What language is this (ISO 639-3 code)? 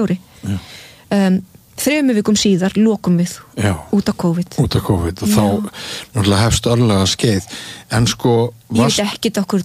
isl